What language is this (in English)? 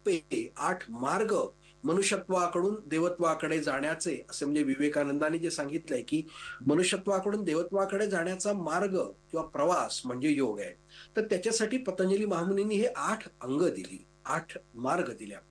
Marathi